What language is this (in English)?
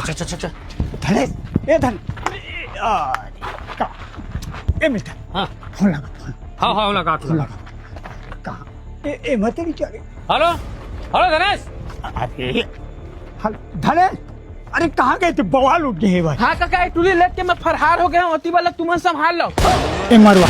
Chhattisgarhi